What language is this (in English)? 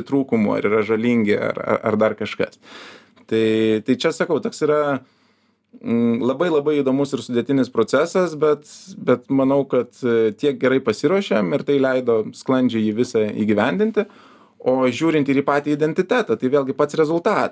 Lithuanian